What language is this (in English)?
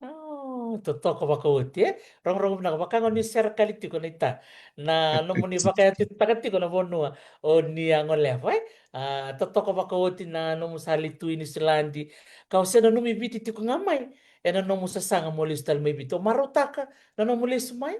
Fijian